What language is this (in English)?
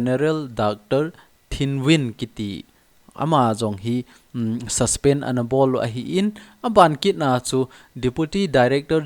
Thado Chin